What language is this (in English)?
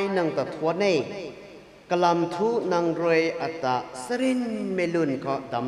Rongmei Naga